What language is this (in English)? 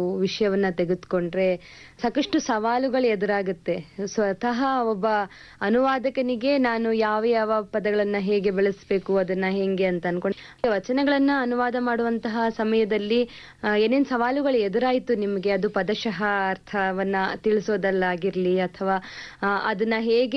Kannada